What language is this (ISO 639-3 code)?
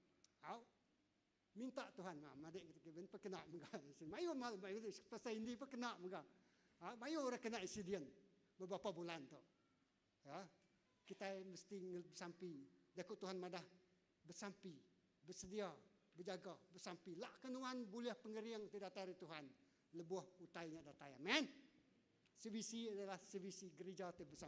iba